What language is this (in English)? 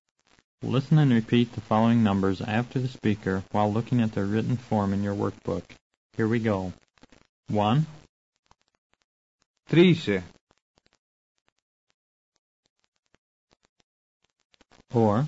Bulgarian